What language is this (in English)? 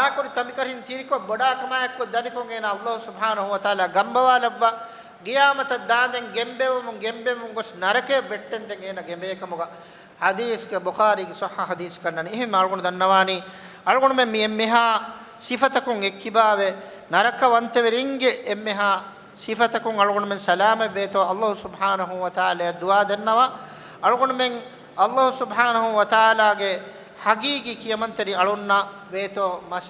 Divehi